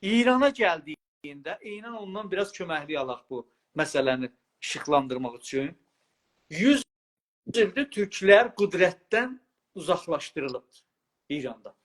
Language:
South Azerbaijani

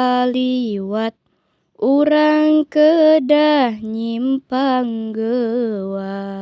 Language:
Sundanese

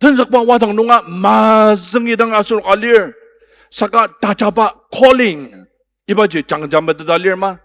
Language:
Ao Naga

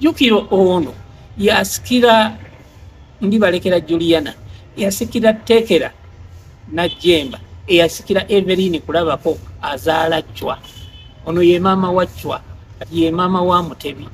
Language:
Ganda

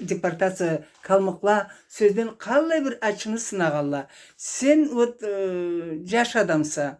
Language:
Karachay-Balkar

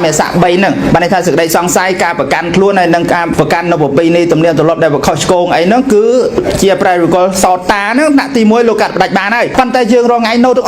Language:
Khmer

